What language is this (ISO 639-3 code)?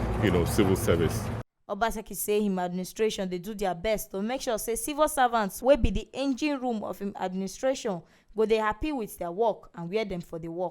pcm